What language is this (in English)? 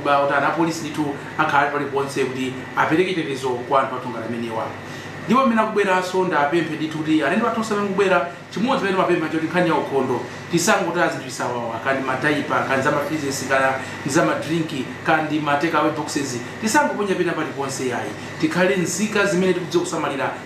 Nyanja